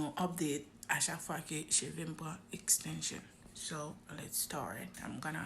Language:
Haitian Creole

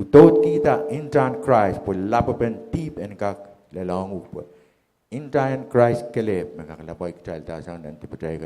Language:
Pohnpeian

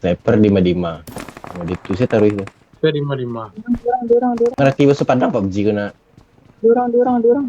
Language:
Minangkabau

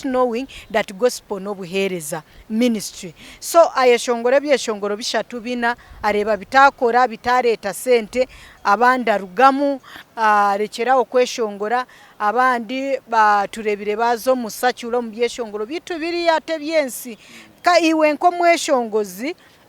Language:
Nyankole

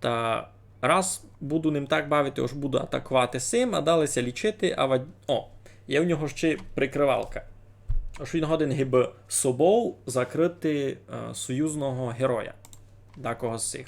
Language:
Rusyn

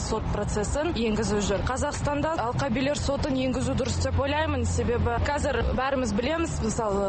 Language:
Kazakh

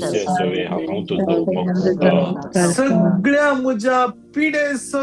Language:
Konkani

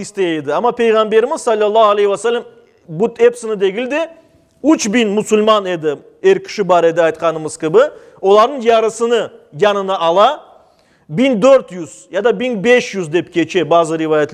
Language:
Crimean Tatar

